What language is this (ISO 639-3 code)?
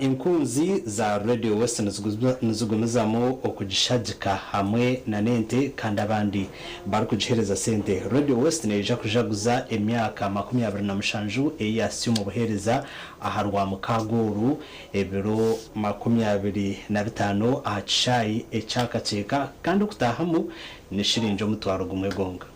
nyn